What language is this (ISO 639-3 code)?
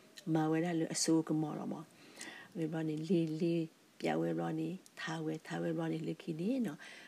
ksw